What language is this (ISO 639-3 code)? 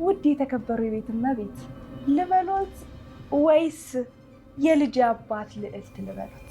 amh